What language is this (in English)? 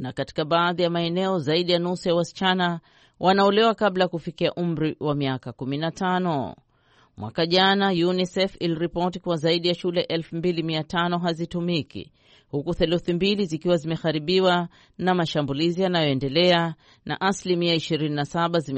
Swahili